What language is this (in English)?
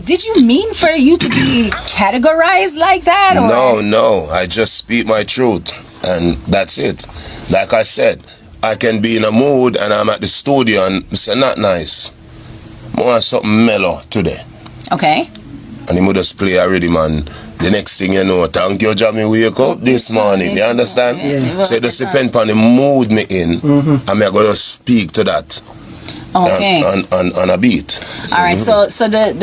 Jamaican Creole English